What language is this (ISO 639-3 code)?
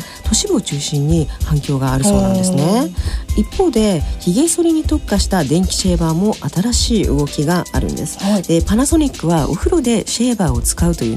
jpn